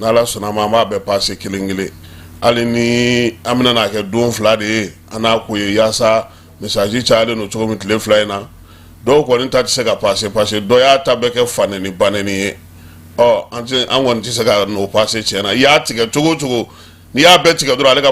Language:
Bambara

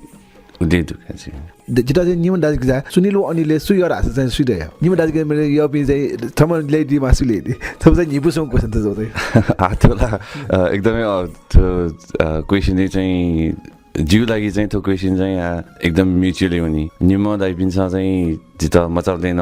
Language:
Newari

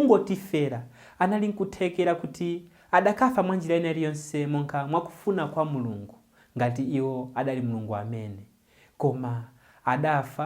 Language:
Nyanja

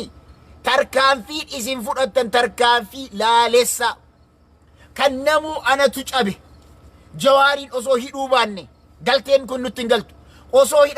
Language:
Oromo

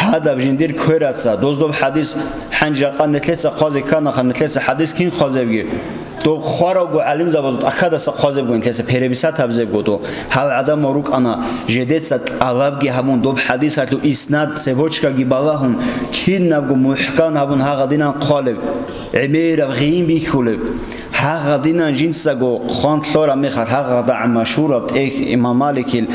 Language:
Avaric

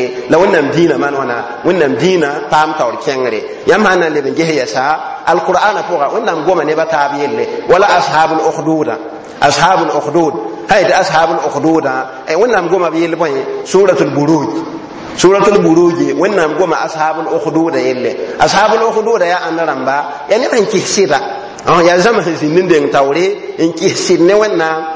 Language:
Mossi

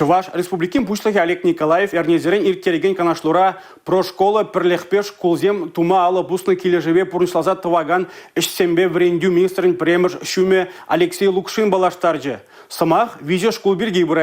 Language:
Chuvash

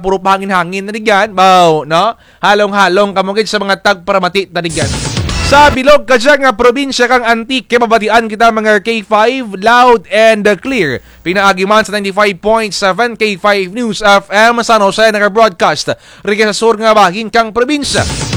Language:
Kinaray-a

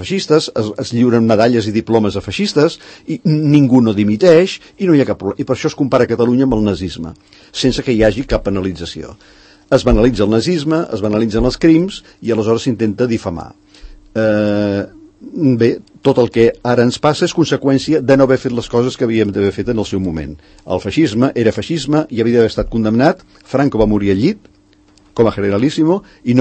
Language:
Catalan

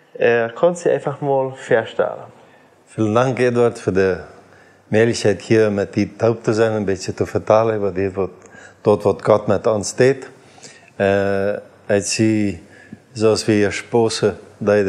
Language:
Plautdietsch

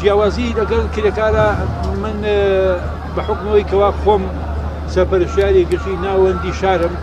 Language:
Central Kurdish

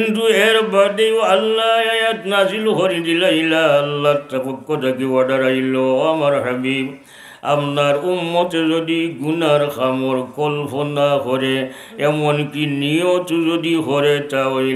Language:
Sylheti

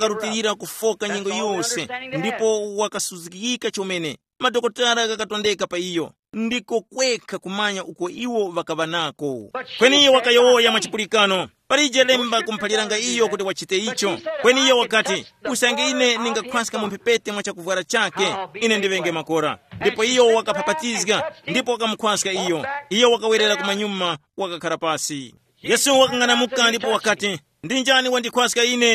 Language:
Tumbuka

